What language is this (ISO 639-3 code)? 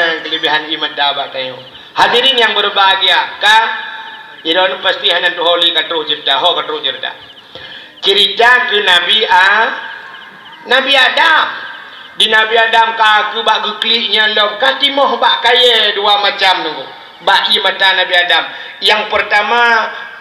ace